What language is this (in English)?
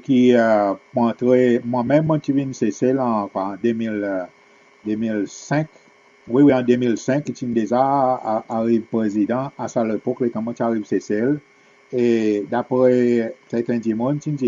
Seselwa Creole French